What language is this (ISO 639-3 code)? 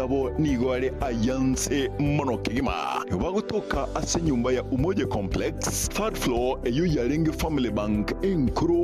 guz